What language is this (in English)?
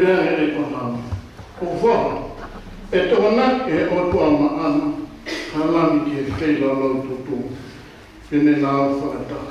Tongan